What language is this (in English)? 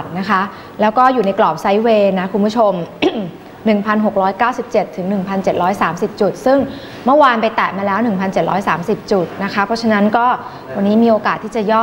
Thai